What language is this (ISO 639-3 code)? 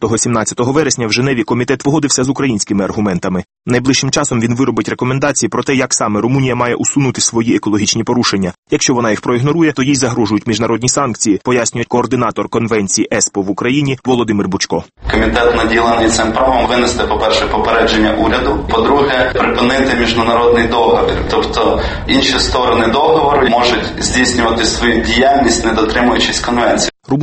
ukr